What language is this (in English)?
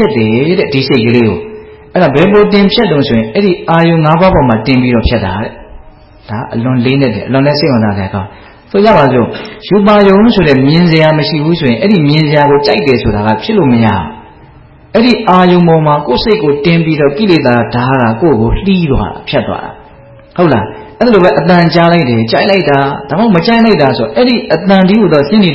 Burmese